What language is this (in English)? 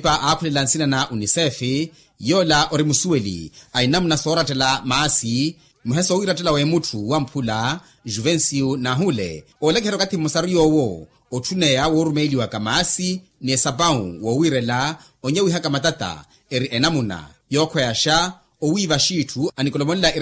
Makhuwa